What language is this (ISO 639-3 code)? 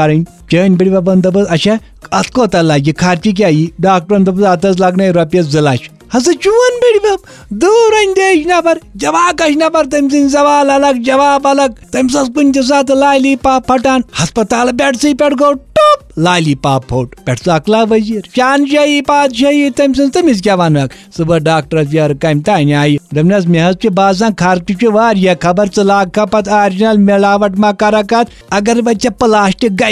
kas